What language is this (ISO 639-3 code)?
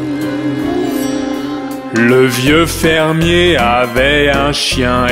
fra